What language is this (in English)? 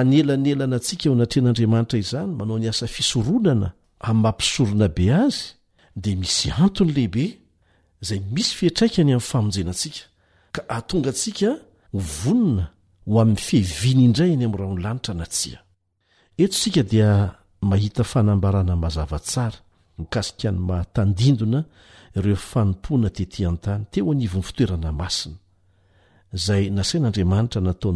Malagasy